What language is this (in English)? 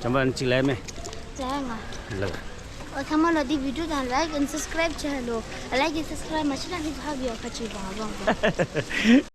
Tibetan